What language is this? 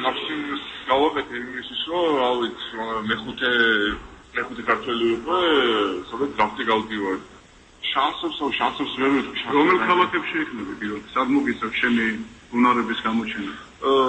Georgian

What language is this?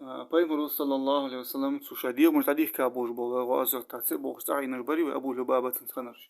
Ingush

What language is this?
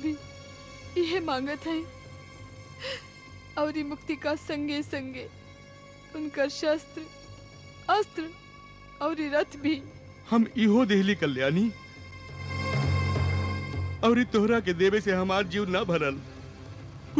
Bhojpuri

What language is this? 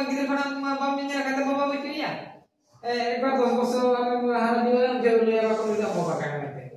Santali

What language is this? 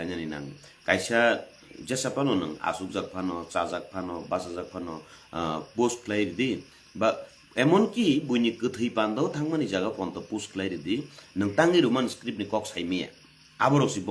Kok Borok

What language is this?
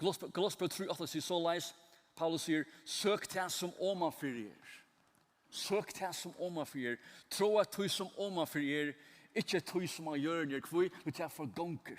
Faroese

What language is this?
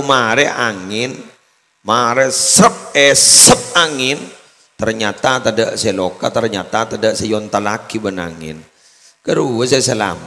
Madurese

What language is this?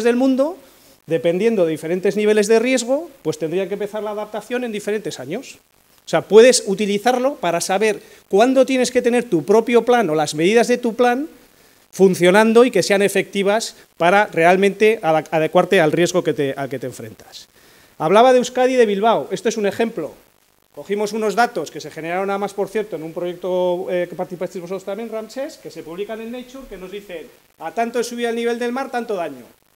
Spanish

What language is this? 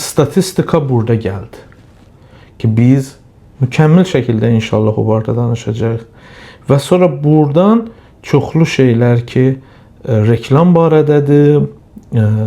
Azerbaijani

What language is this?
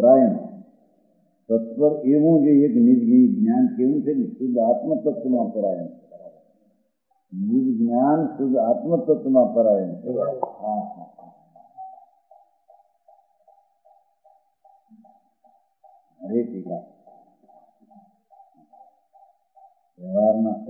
Gujarati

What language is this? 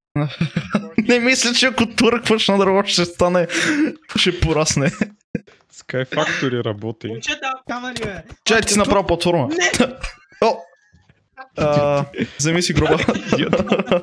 Bulgarian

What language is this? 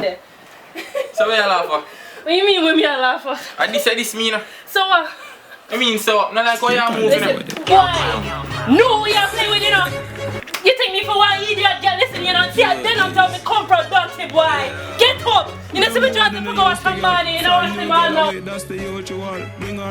Jamaican Creole English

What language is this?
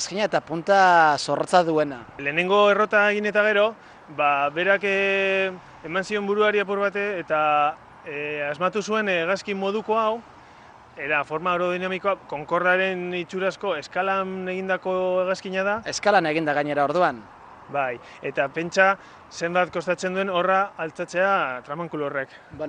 Basque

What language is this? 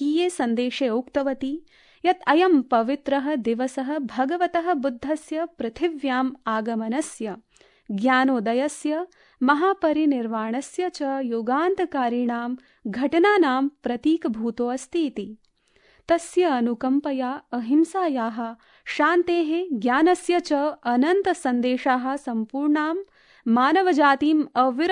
Sanskrit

